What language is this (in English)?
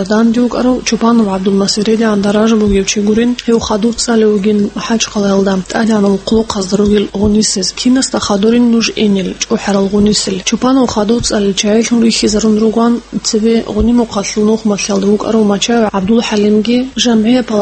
Avaric